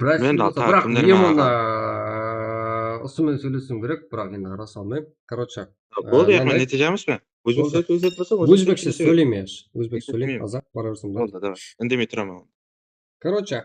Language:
Kara-Kalpak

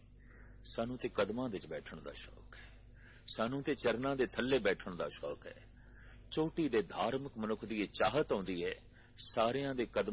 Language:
Punjabi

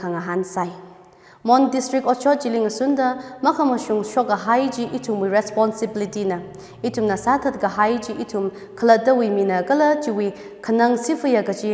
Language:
Tangkhul Naga (India)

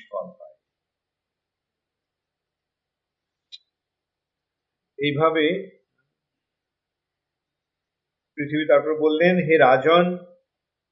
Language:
Bangla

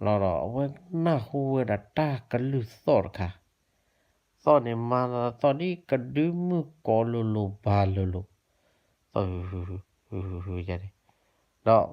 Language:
S'gaw Karen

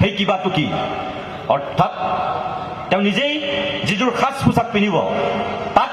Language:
Assamese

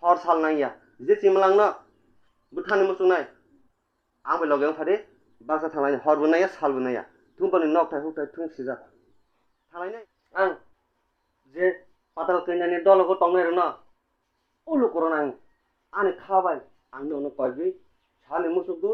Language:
Kok Borok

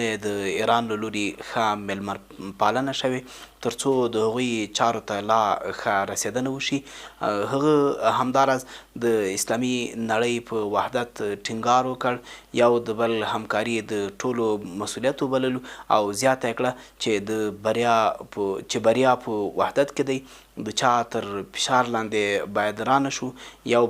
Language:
Pashto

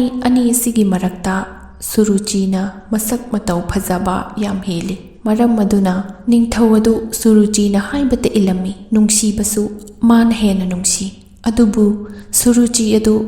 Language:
Manipuri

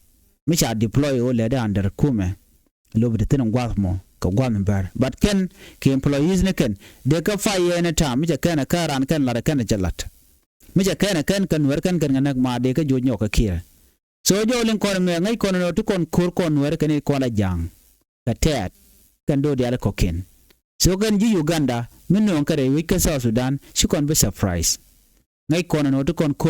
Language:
Nuer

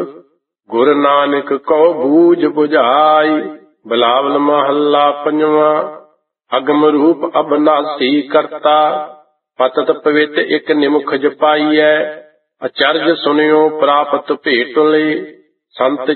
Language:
Punjabi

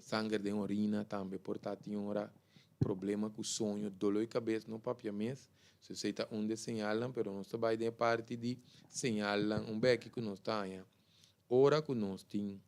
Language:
Papiamento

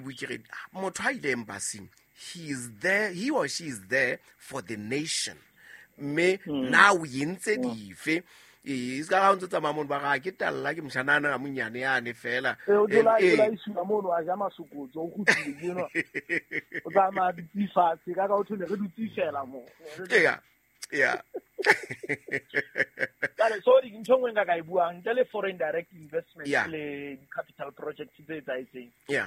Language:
Southern Sotho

